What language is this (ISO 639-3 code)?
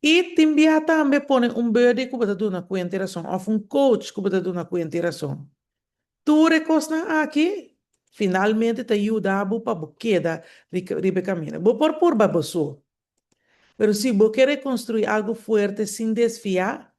pap